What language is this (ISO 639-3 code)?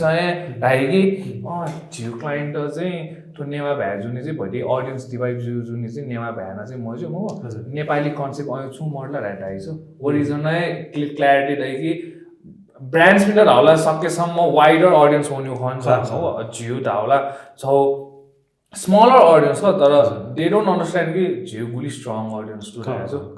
new